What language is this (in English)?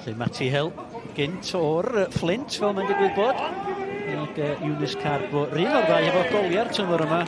Welsh